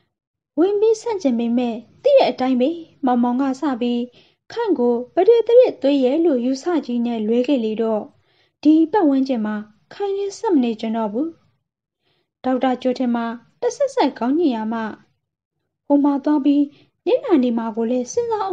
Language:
Burmese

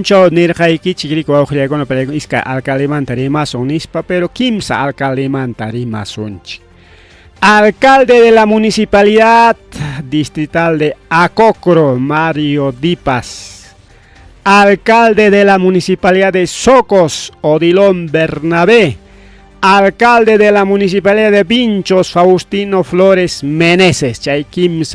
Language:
Ayacucho Quechua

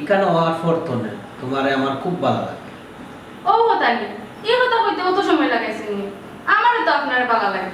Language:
Sylheti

